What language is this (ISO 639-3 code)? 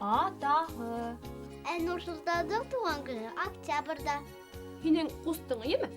bak